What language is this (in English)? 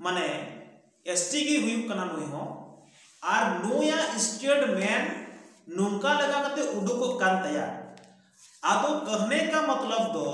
Santali